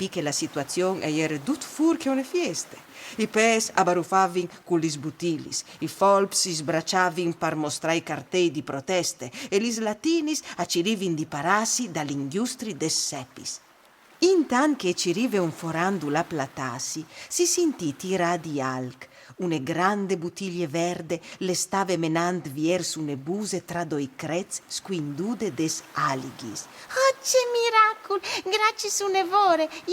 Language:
Friulian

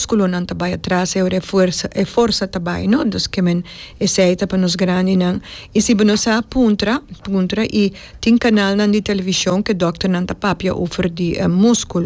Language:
Papiamento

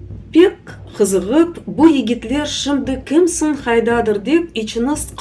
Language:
Crimean Tatar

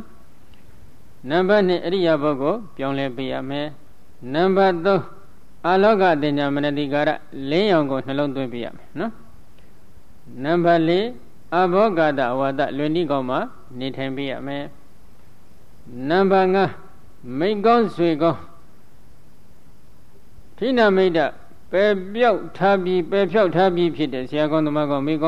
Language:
Burmese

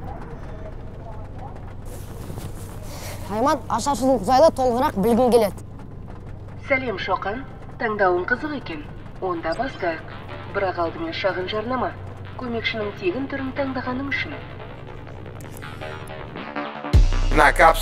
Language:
Kazakh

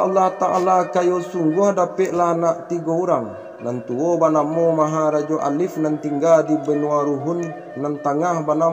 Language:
Minangkabau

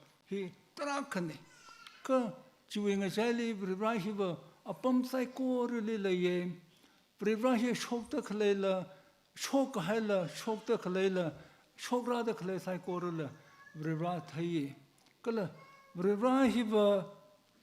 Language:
Tangkhul Naga (India)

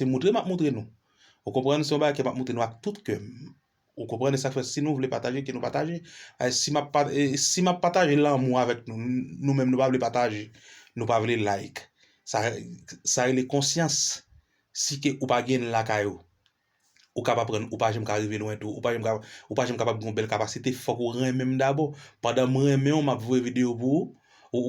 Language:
Haitian Creole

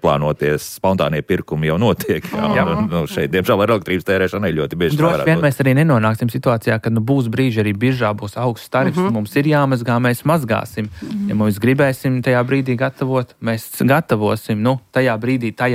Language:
Latvian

